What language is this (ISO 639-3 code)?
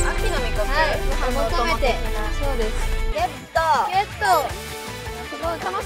jpn